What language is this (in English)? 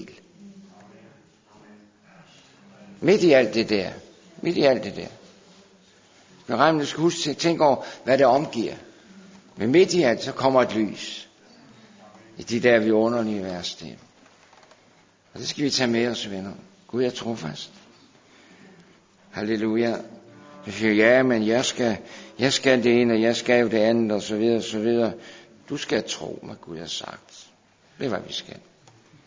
Danish